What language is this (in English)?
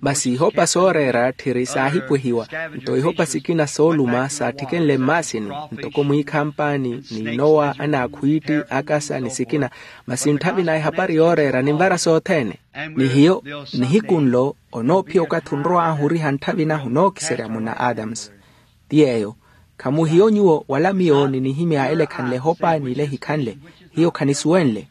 Makhuwa